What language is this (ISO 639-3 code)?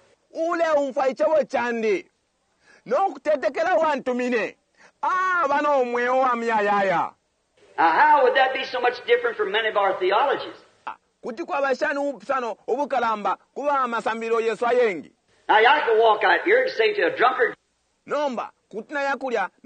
bem